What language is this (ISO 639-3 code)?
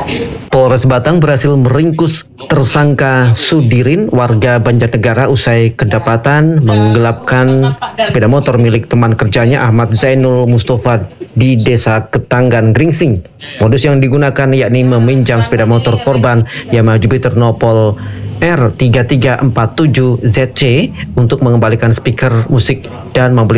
ind